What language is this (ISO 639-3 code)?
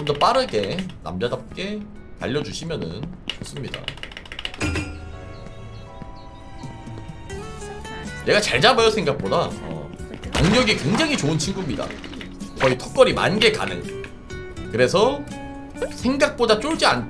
kor